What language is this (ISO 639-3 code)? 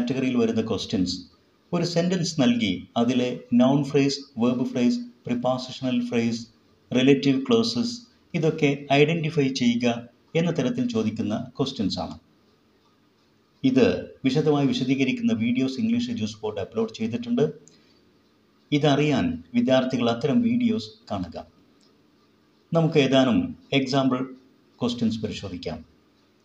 mal